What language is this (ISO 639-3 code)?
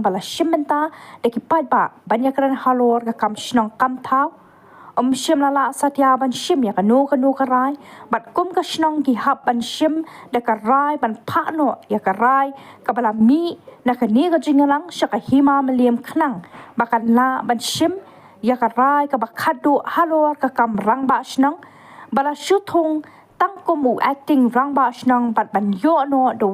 kha